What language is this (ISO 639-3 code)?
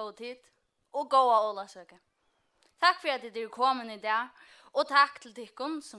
fao